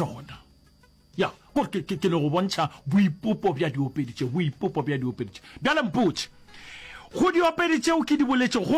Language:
Northern Sotho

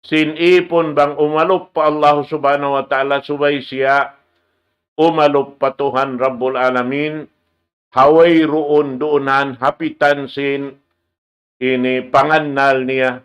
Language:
Tausug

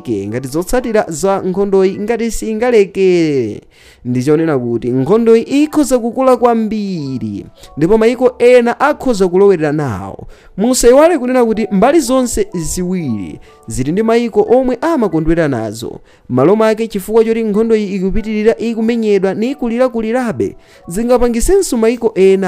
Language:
Nyanja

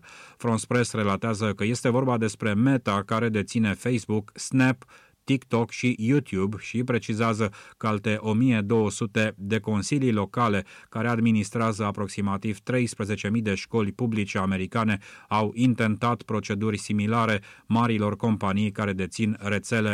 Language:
Romanian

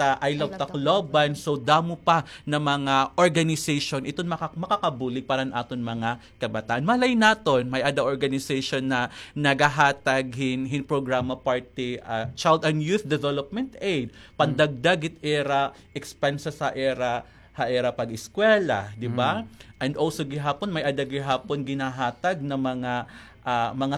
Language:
Waray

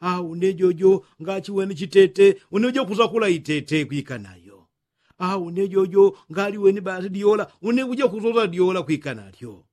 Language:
Yao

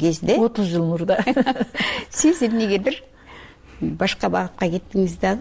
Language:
Kyrgyz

